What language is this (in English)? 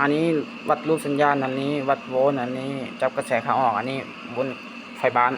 Lao